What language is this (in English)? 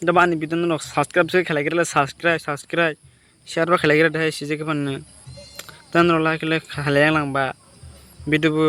Kok Borok